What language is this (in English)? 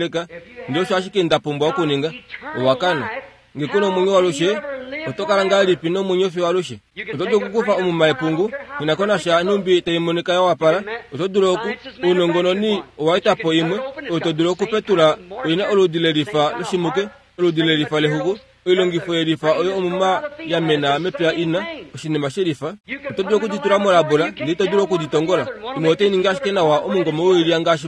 Kuanyama